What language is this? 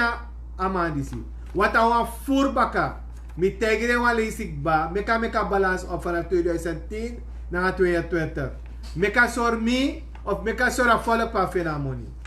Sranan Tongo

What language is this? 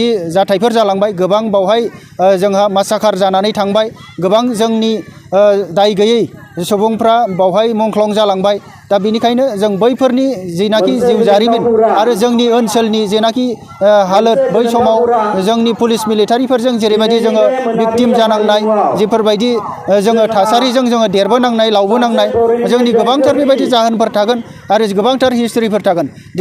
Bodo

